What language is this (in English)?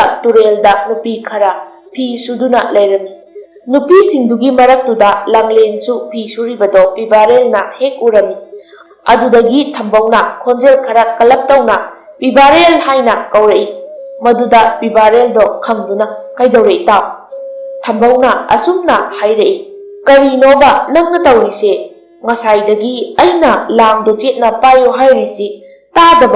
Manipuri